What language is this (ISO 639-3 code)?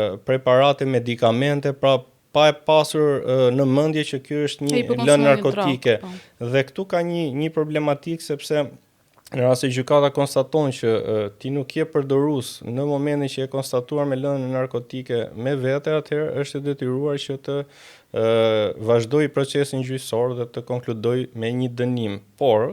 sqi